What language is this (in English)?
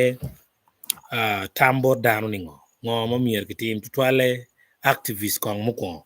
Acoli